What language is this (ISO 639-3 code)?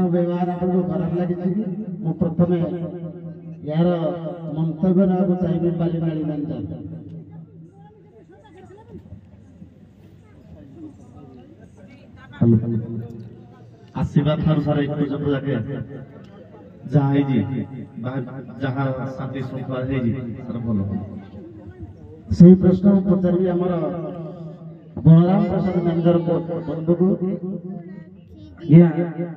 ori